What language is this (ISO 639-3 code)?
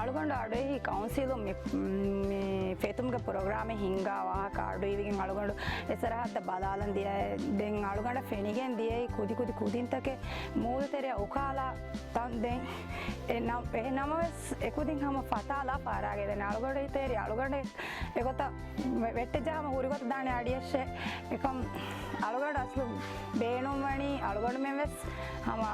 div